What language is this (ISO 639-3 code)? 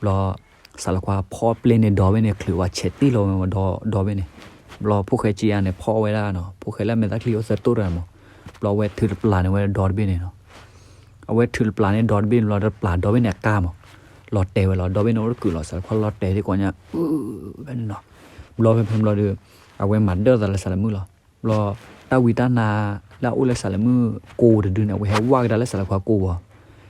ksw